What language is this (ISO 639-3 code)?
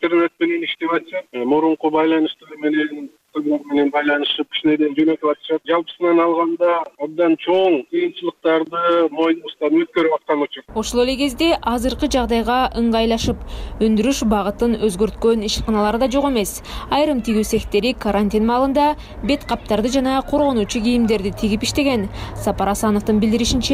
kir